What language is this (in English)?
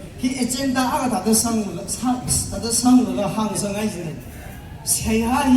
Tangkhul Naga (India)